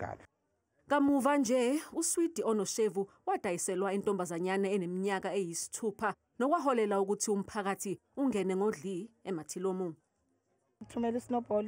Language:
Zulu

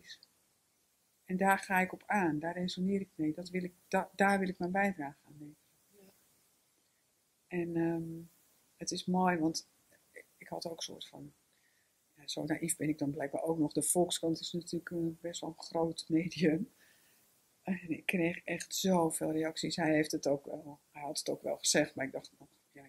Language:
Dutch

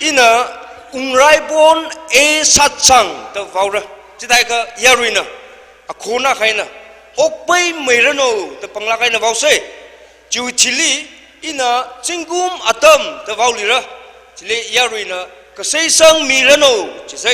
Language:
Tangkhul Naga (India)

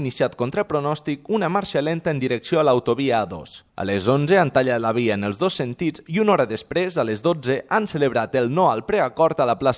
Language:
Catalan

